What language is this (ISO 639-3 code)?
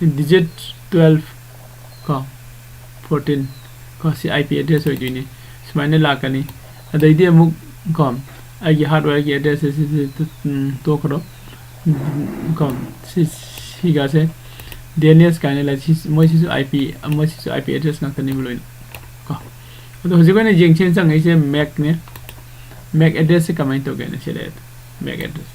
mni